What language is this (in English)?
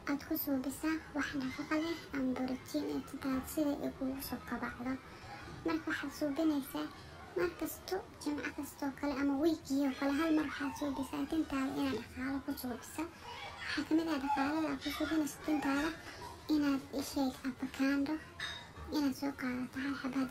Somali